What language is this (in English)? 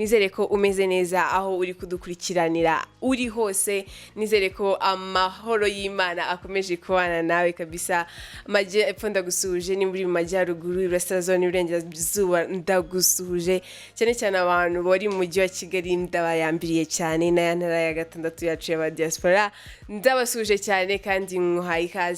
Kinyarwanda